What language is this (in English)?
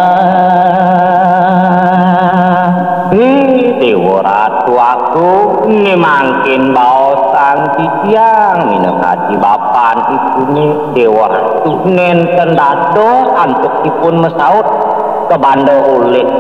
Balinese